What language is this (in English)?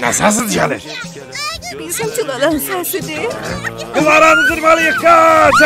South Azerbaijani